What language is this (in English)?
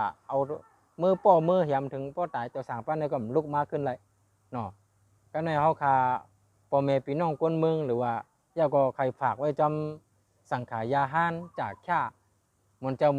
Shan